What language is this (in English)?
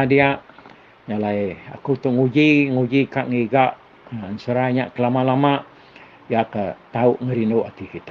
Iban